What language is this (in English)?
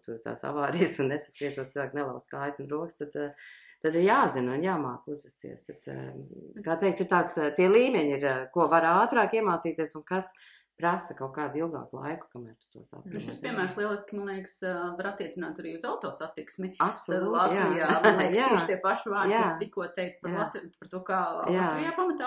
Latvian